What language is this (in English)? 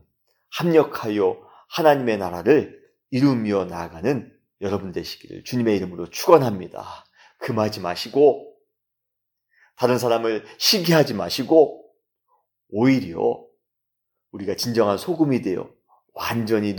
Korean